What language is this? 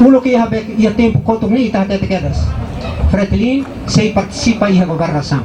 Tetum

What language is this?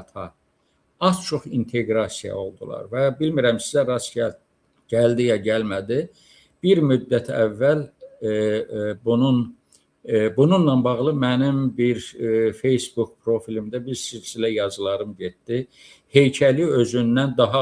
Azerbaijani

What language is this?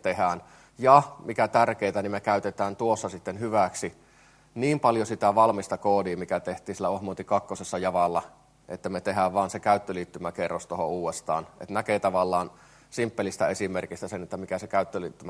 Finnish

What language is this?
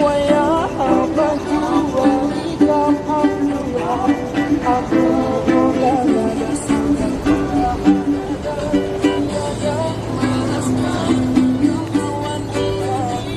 Banjar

